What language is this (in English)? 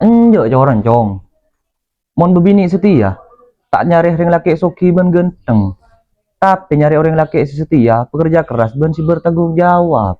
Madurese